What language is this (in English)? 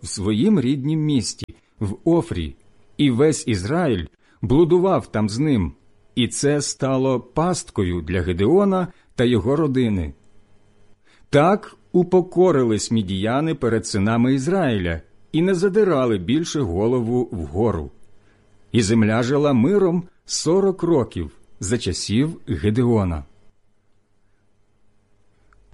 Ukrainian